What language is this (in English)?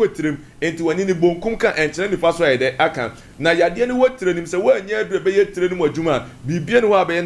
Akan